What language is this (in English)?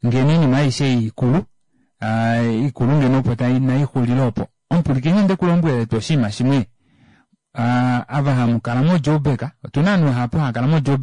Kuanyama